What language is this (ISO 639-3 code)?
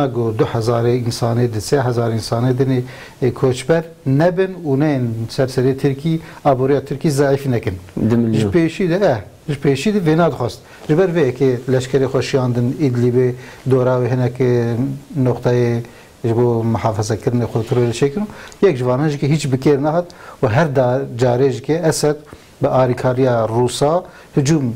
kur